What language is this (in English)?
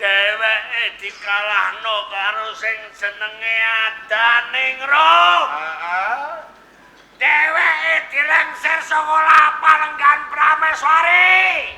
Javanese